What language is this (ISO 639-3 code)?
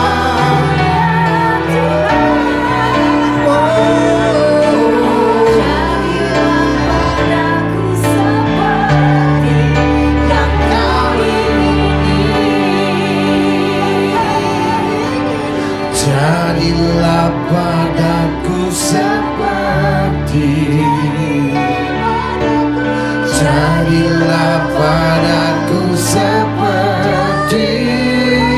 ind